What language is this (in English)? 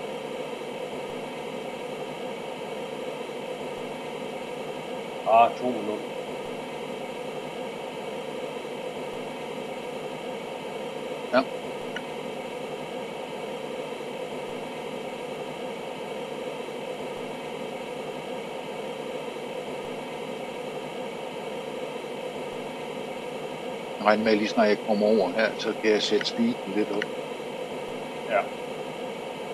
Danish